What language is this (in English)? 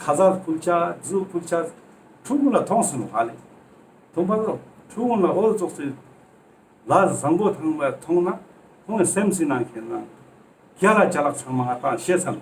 Ladakhi